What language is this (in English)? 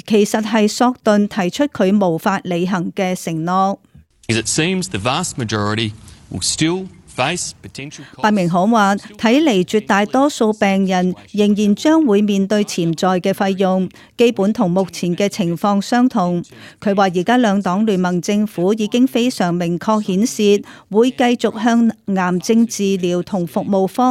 Cantonese